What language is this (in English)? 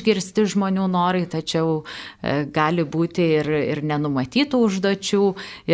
Lithuanian